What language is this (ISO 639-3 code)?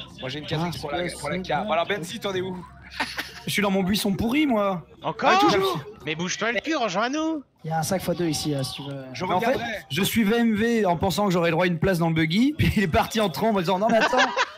fra